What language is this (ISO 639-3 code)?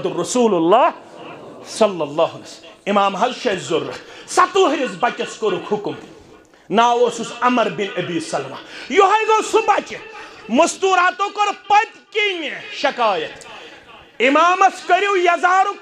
kas